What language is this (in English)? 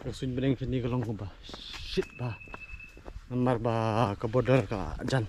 Khasi